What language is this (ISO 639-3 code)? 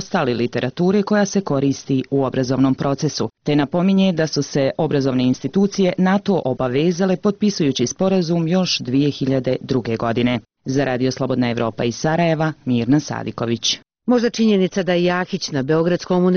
bos